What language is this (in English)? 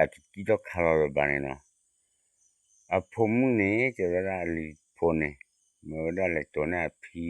S'gaw Karen